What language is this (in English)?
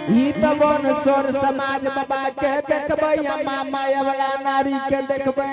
Angika